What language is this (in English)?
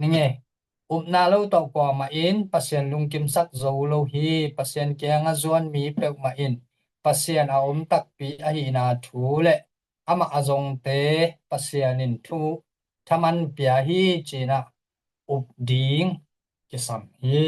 Tedim Chin